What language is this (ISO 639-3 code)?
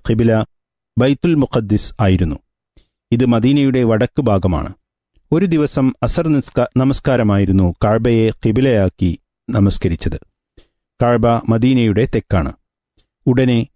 mal